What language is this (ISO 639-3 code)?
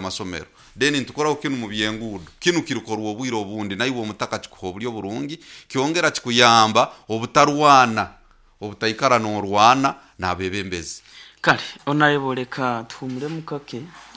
nyo